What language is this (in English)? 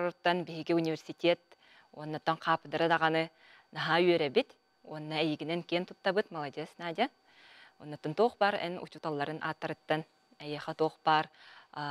Yakut